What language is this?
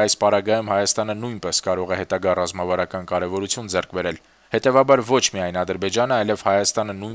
Armenian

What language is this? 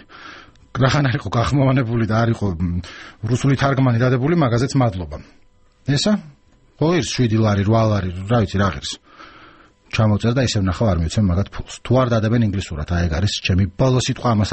Georgian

